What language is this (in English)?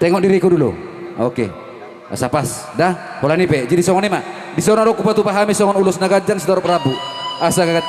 Batak Toba